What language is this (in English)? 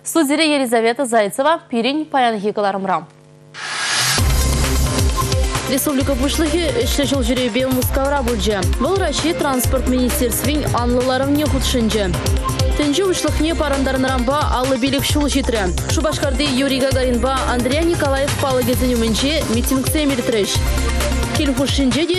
Chuvash